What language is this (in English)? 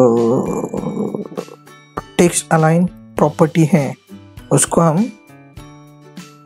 Hindi